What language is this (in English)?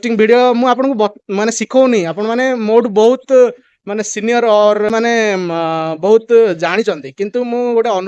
Odia